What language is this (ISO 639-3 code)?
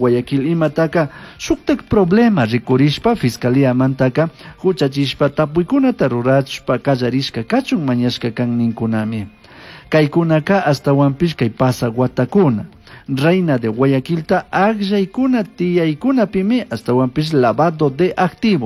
qug